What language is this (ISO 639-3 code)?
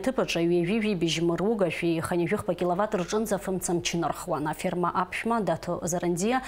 abk